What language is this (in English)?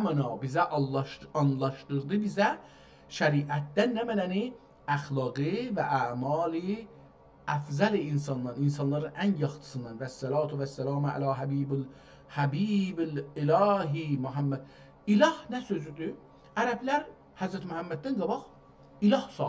South Azerbaijani